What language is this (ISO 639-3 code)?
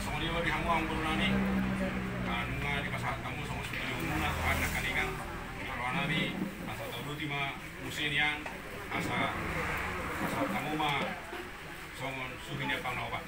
bbc